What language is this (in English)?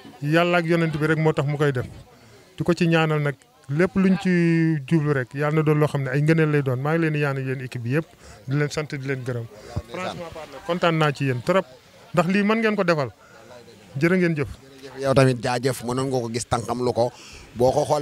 Wolof